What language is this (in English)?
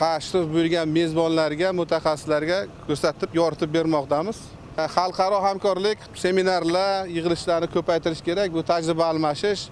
Uzbek